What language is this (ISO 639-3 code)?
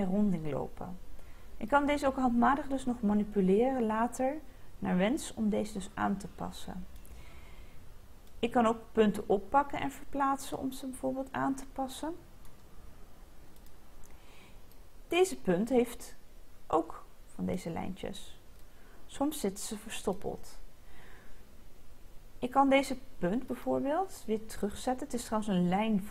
nld